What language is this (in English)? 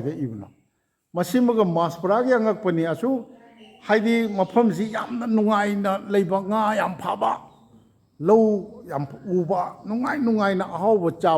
Manipuri